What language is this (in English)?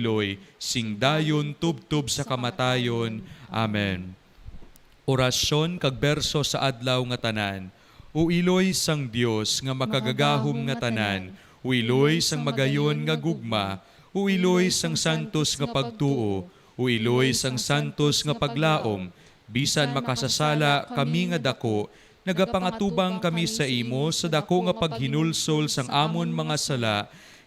Hiligaynon